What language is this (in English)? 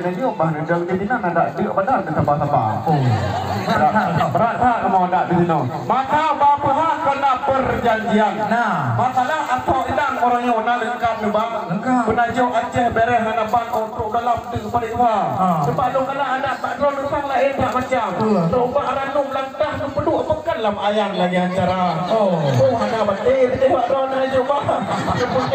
Achinese